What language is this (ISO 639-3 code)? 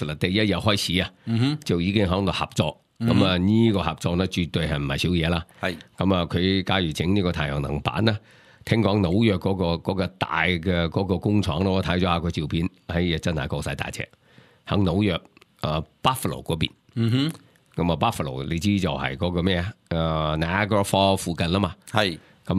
yue